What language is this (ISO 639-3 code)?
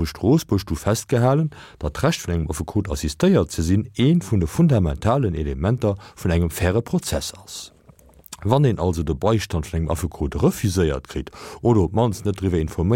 ltz